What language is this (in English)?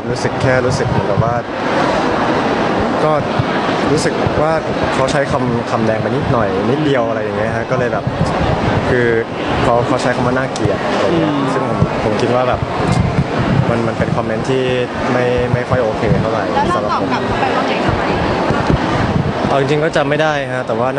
Thai